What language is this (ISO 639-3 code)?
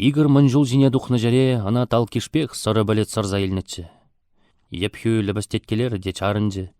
chv